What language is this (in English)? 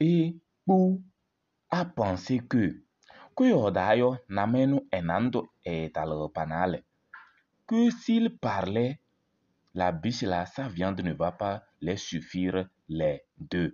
Kabiyè